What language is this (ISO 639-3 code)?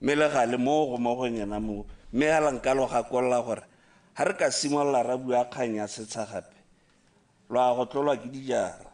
tsn